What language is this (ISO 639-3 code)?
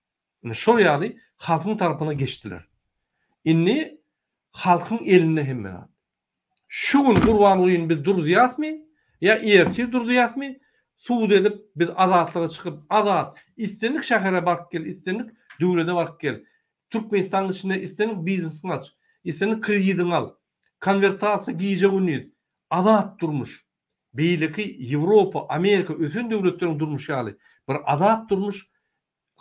tuk